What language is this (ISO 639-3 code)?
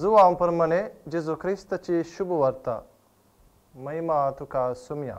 kok